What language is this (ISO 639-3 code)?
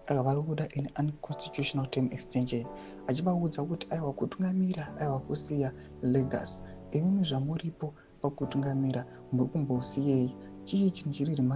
sna